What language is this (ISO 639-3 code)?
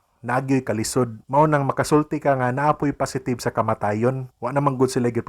ceb